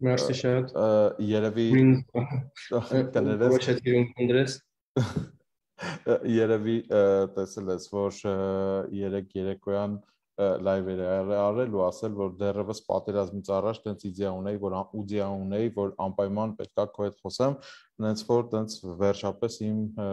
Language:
Armenian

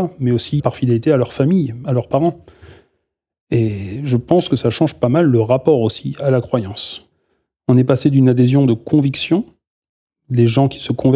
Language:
French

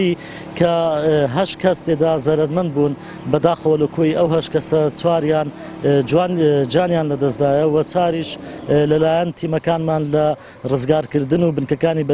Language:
Central Kurdish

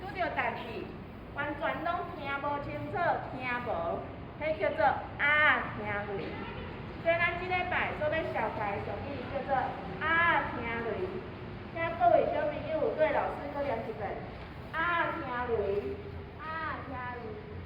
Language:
Min Nan Chinese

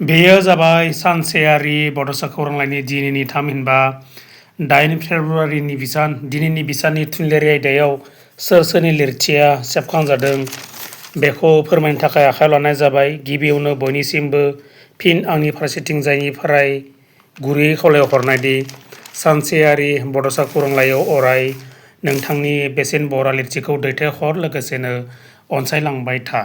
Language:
Bodo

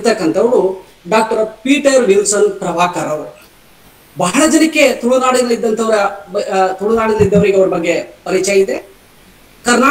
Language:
Kannada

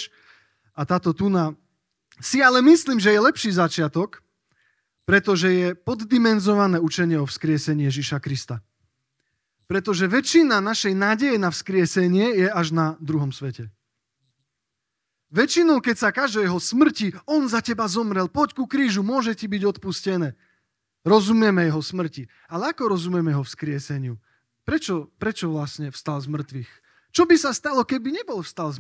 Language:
Slovak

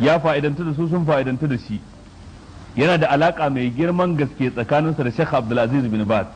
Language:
Hausa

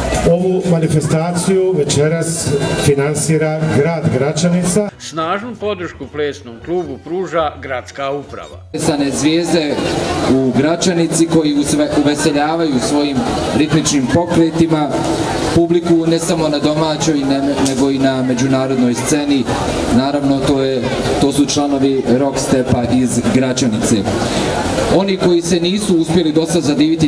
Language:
Bosnian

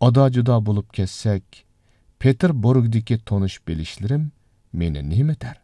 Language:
Uyghur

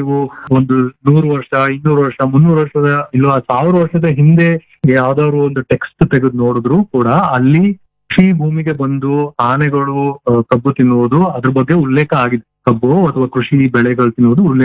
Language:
Kannada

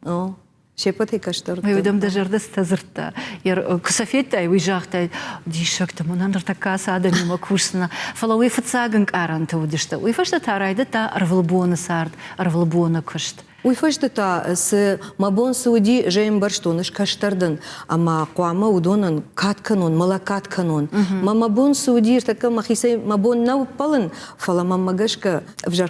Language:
Ossetic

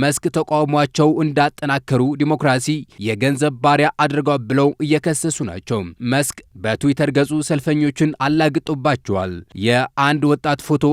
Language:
Amharic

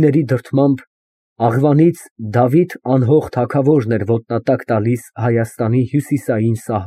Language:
Armenian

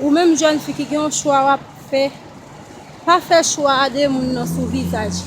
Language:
Haitian Creole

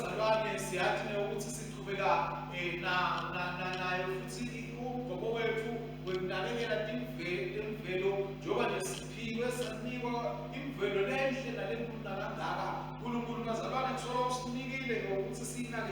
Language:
Swati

